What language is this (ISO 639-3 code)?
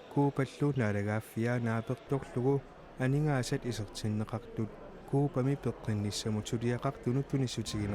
kal